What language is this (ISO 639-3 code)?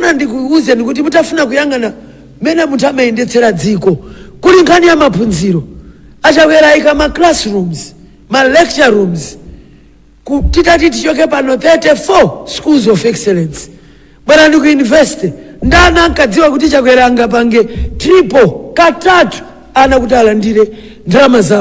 nya